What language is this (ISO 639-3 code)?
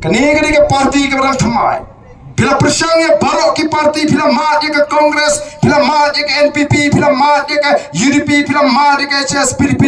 kha